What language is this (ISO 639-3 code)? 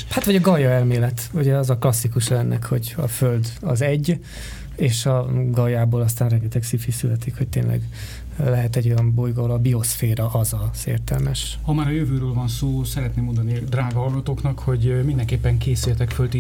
hun